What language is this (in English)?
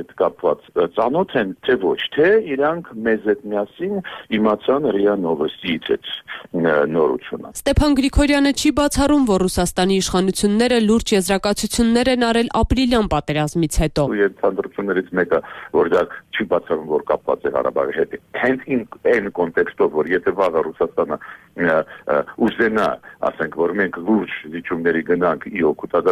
Armenian